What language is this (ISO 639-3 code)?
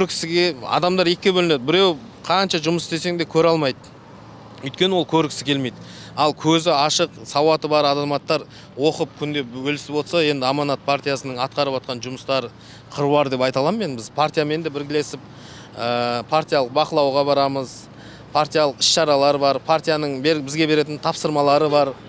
kaz